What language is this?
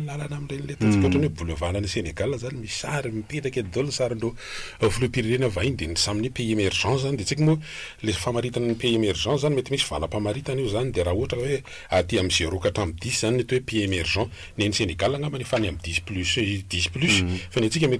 Malagasy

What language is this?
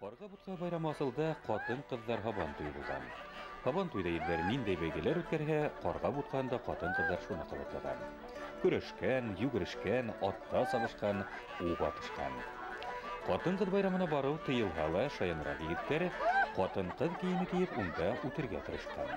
Bashkir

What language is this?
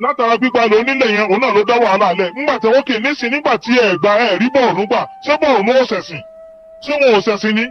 Yoruba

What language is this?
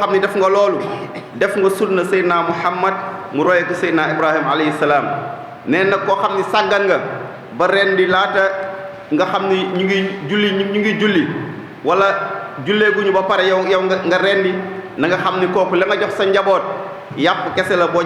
Wolof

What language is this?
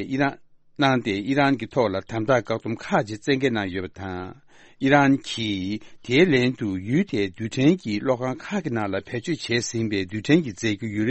Tibetan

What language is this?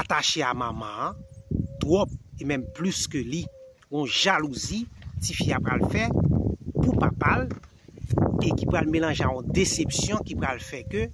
Haitian Creole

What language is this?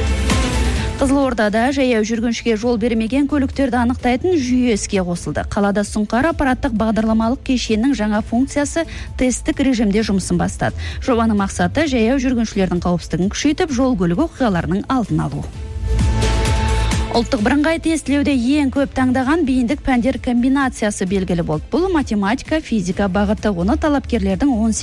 Kazakh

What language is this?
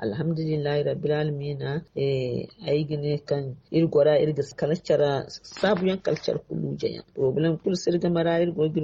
Zarma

